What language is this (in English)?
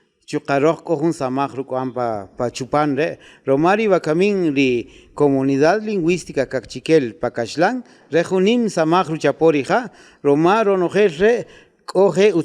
Kaqchikel